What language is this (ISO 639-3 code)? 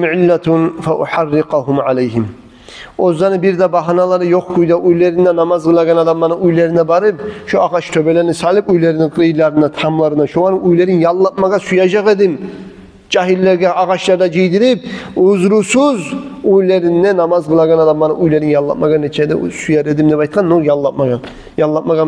kum